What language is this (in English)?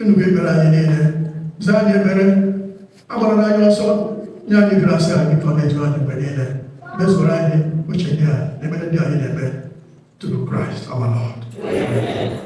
Igbo